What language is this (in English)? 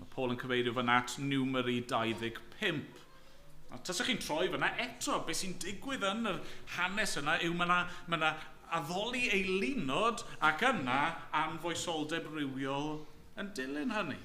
Welsh